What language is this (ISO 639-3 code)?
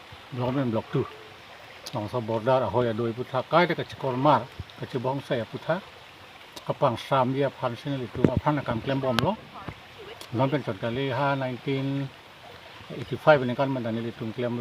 mjw